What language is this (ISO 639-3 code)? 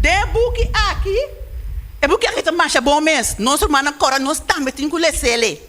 pap